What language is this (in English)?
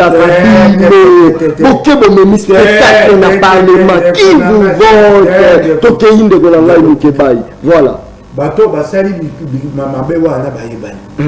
Lingala